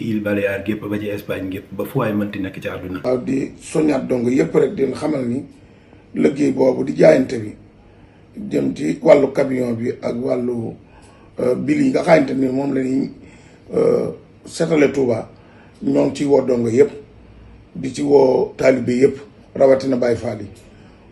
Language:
Wolof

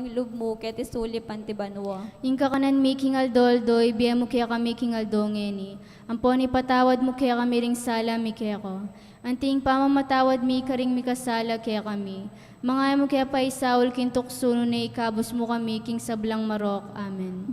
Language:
Pampanga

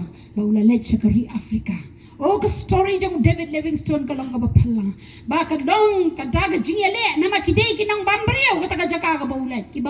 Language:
Khasi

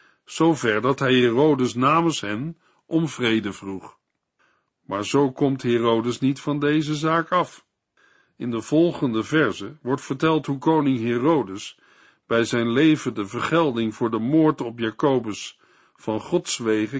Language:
Dutch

